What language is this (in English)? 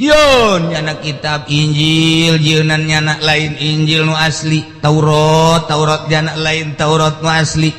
Sundanese